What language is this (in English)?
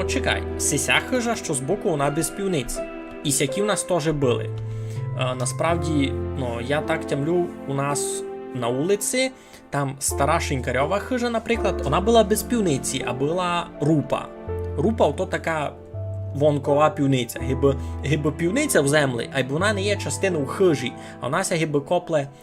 Rusyn